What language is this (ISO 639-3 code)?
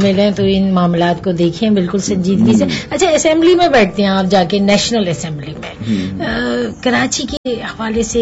urd